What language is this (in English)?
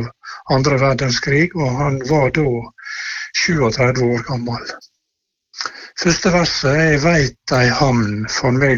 Norwegian